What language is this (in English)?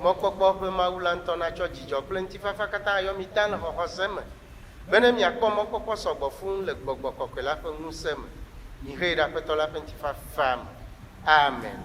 Ewe